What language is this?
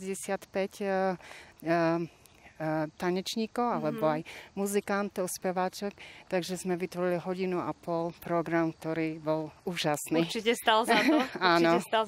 Slovak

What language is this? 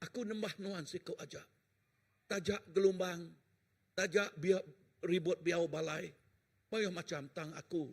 Iban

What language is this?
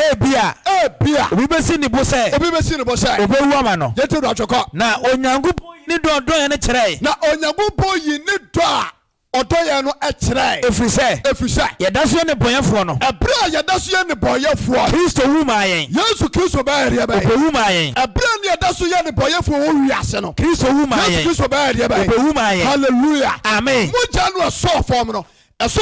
Akan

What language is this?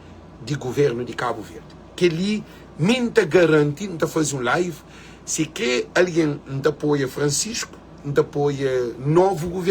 Kabuverdianu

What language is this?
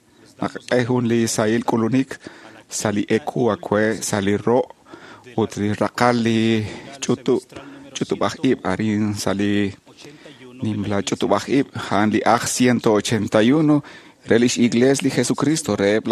Kekchí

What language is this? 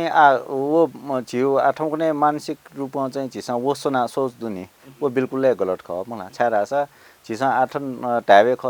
Newari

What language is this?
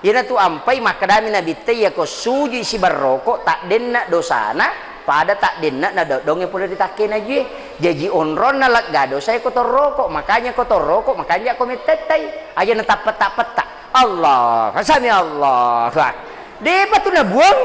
Buginese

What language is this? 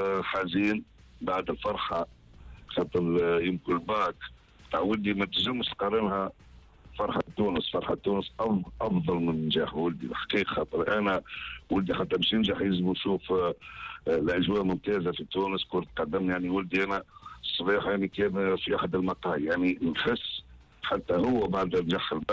Tunisian Arabic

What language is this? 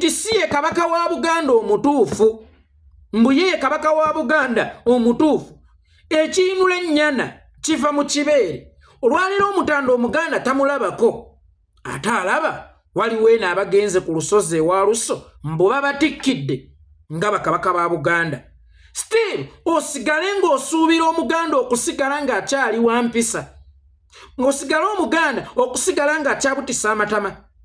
Ganda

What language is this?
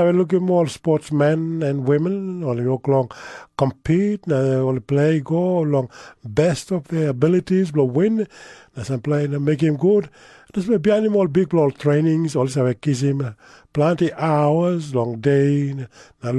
Tok Pisin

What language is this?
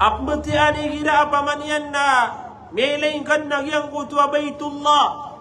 Maranao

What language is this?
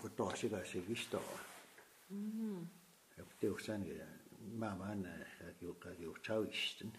Plains Cree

